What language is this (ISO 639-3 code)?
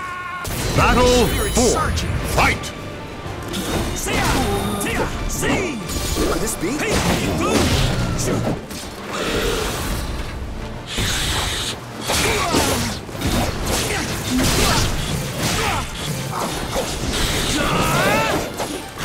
eng